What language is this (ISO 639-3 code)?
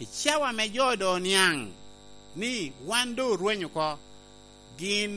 laj